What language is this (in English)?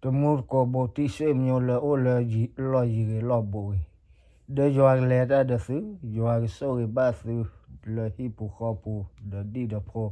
S'gaw Karen